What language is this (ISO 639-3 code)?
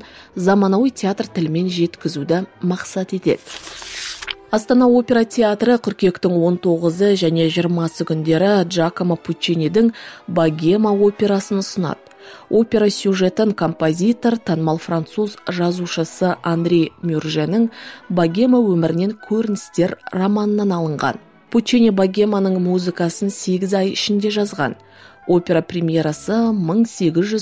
kaz